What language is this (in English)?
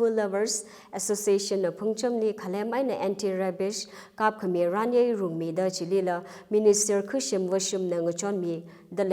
Tangkhul Naga (India)